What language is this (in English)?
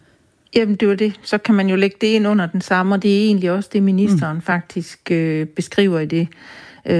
Danish